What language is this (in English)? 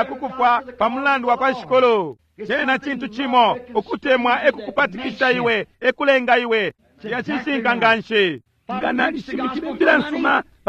Bemba